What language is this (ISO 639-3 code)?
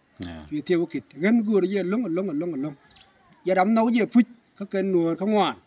nus